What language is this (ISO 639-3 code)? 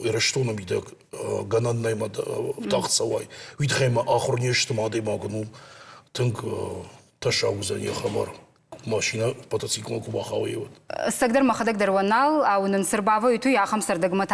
oss